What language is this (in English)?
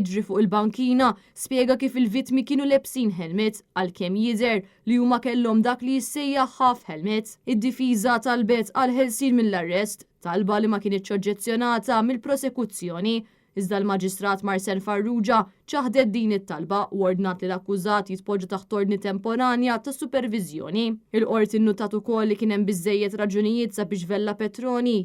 Maltese